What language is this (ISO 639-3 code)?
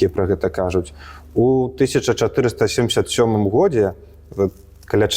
bel